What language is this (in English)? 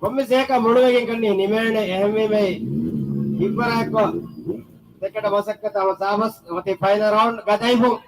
Divehi